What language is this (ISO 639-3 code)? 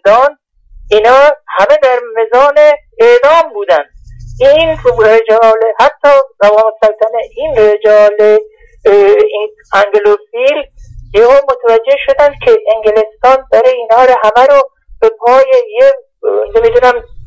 fas